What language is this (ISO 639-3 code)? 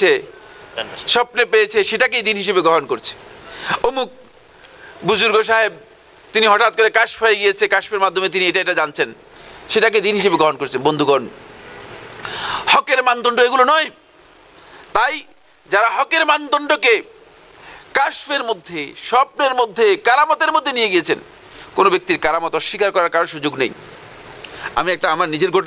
ben